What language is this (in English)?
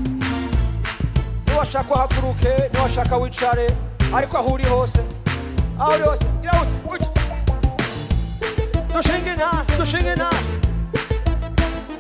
Rundi